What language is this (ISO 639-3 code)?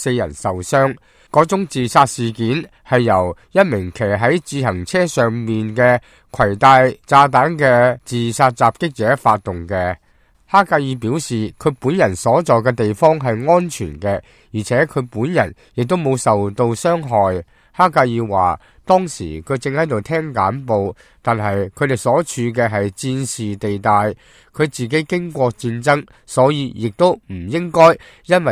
yue